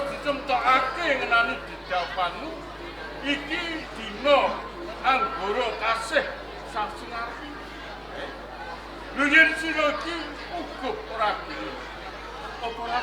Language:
Javanese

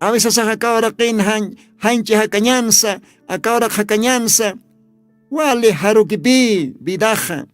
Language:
Aymara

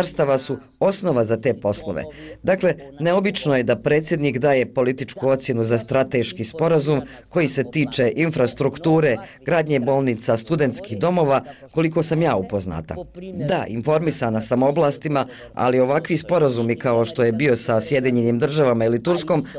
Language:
Bosnian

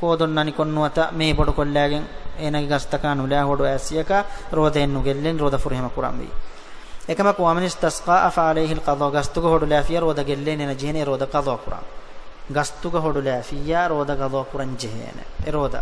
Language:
Divehi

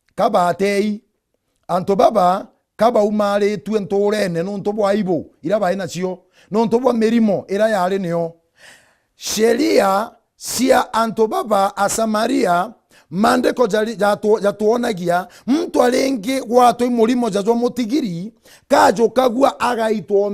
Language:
Meru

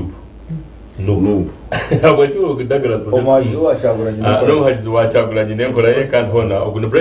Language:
Nyankole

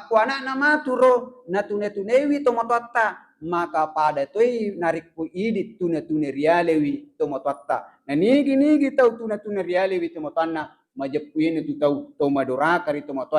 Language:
Buginese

